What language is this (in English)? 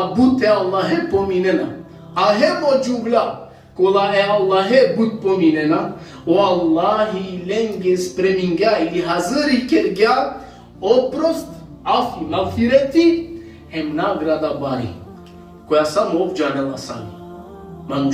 Balkan Romani